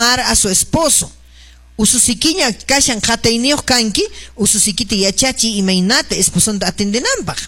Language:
Quechua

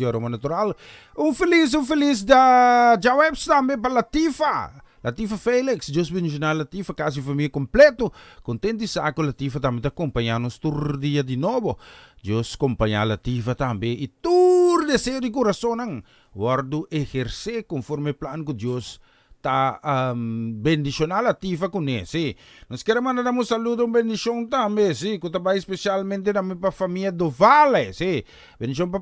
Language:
Papiamento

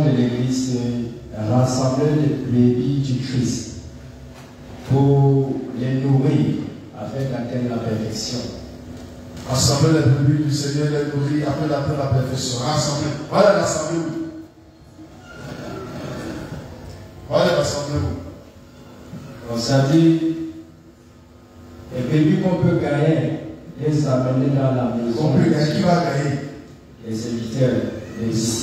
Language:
French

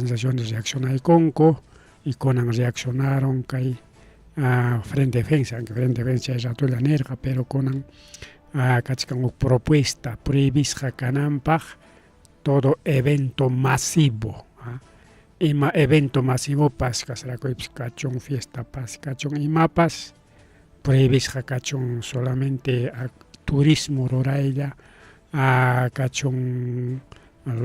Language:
Ayacucho Quechua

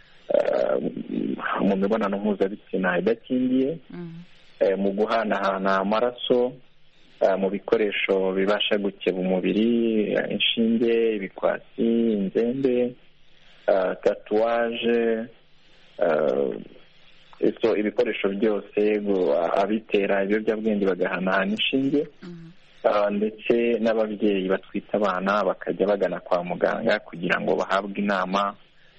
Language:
Kinyarwanda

